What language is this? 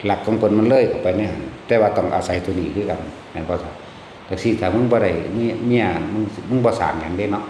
Northeastern Thai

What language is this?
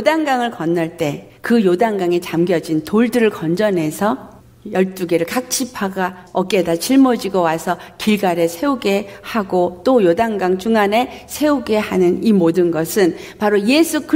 Korean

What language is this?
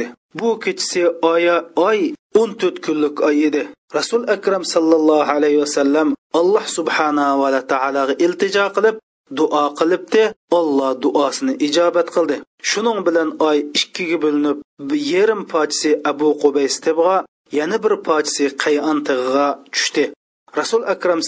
Uyghur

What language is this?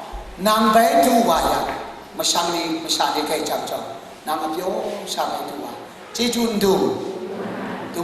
Kachin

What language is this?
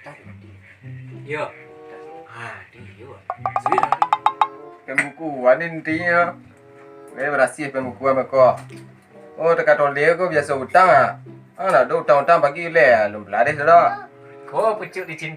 Minangkabau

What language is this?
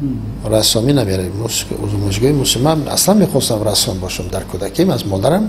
Tajik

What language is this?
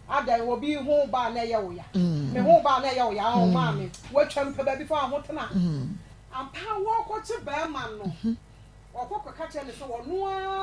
Akan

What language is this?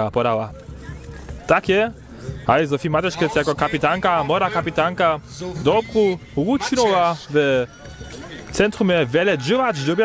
Upper Sorbian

